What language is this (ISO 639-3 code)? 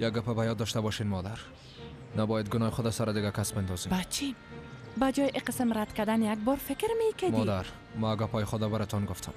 fas